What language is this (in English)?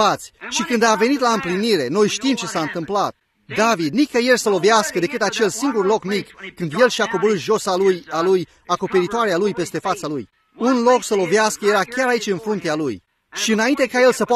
Romanian